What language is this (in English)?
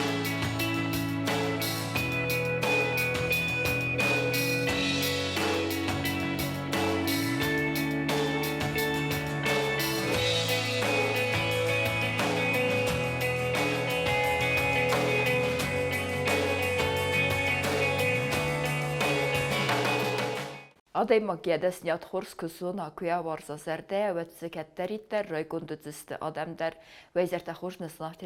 Ossetic